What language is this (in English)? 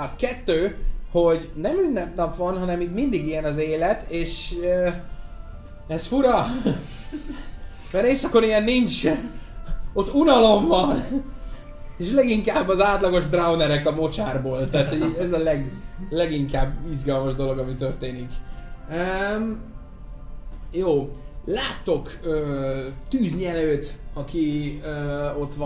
Hungarian